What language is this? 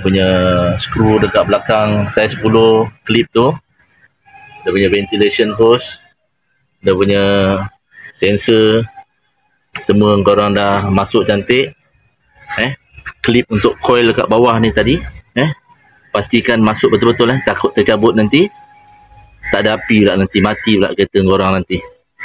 Malay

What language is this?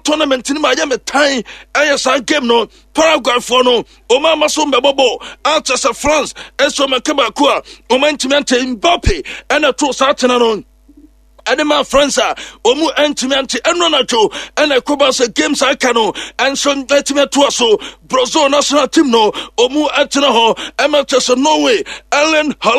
Akan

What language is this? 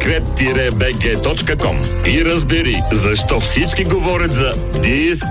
Bulgarian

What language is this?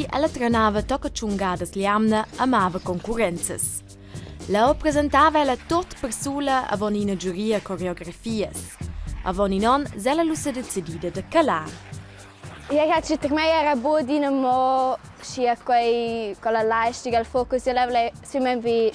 Romansh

